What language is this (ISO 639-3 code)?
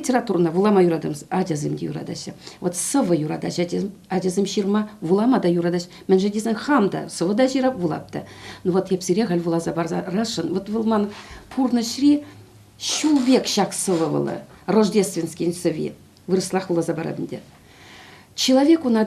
chv